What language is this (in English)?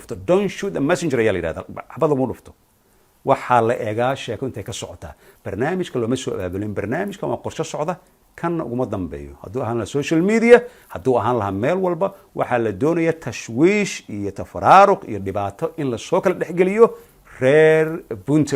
Somali